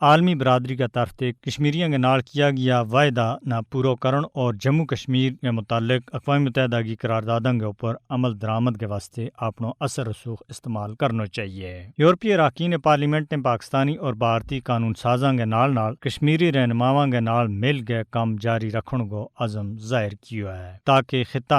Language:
Gujari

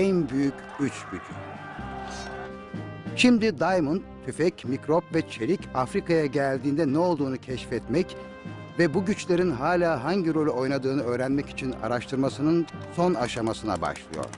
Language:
Turkish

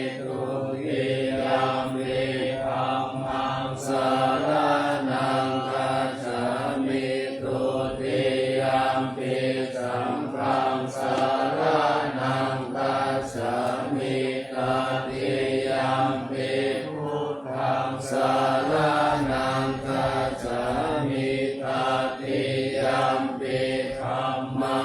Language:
Pali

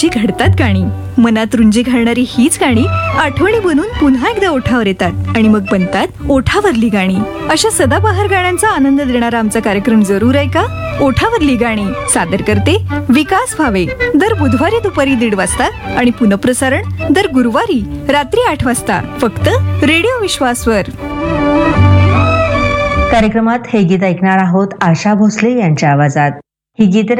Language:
Marathi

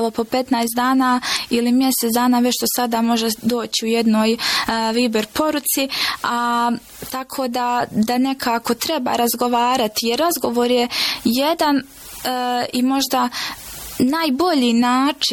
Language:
Croatian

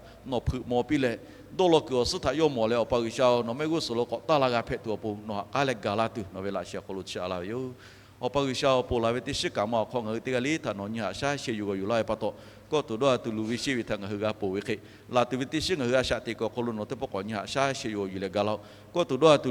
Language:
Lahu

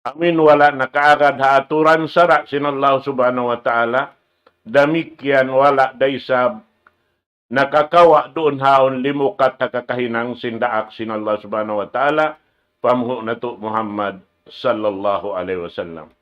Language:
Tausug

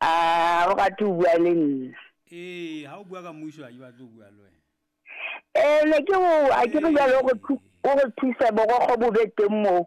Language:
Southern Sotho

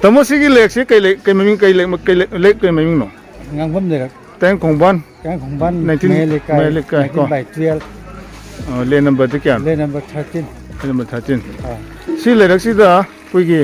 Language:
Manipuri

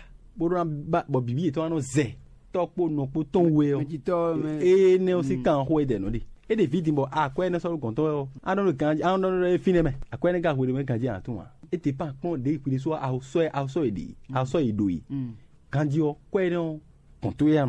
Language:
Fon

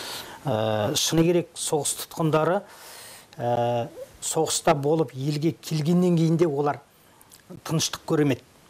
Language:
Kazakh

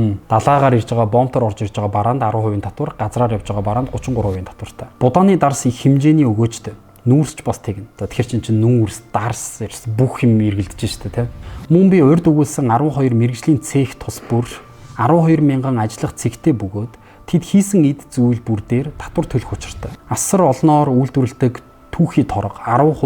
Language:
Mongolian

